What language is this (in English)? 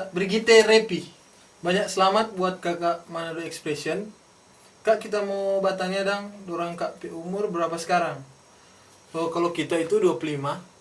Manado Malay